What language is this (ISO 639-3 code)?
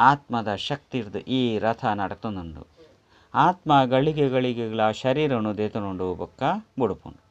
tcy